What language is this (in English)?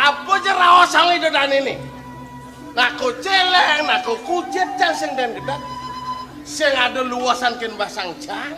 Balinese